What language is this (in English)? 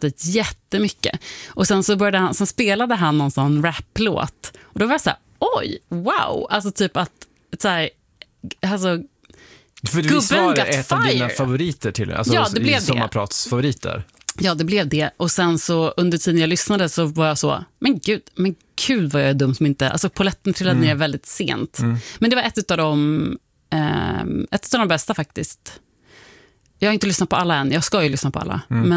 Swedish